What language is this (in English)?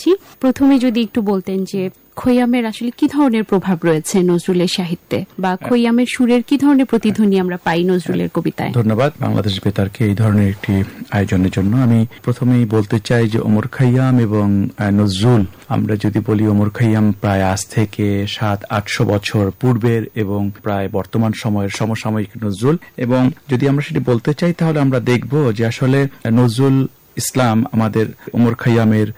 Bangla